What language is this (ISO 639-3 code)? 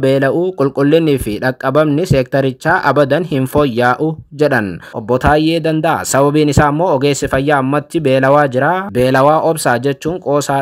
orm